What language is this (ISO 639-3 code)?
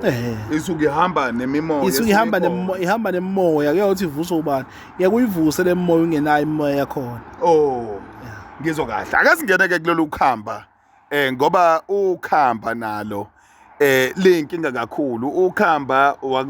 zul